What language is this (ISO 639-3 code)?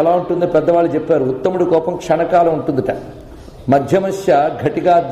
tel